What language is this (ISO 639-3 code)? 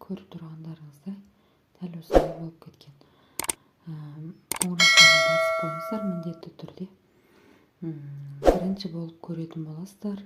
kaz